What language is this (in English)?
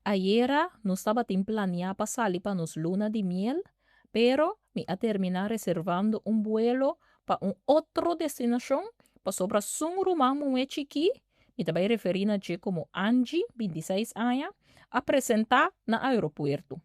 Papiamento